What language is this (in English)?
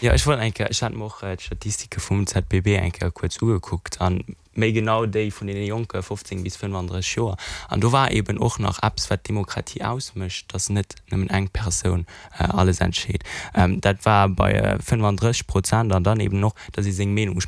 Luxembourgish